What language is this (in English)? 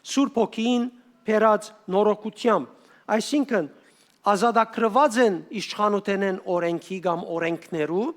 Western Armenian